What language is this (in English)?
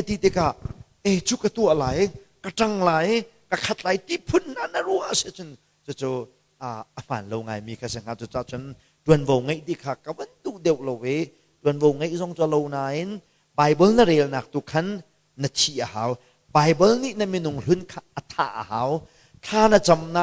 Hakha Chin